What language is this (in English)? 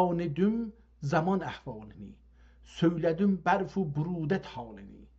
South Azerbaijani